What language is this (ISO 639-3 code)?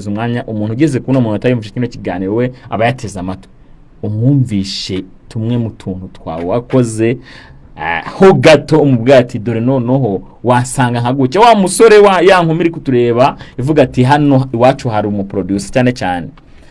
kin